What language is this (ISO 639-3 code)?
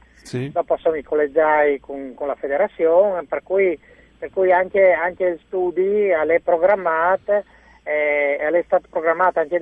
fur